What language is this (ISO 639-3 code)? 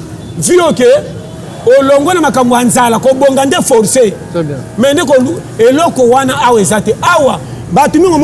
lin